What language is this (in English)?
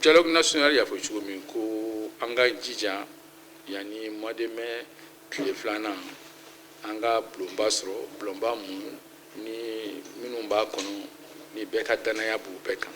Bambara